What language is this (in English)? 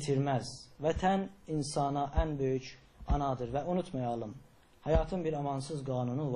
South Azerbaijani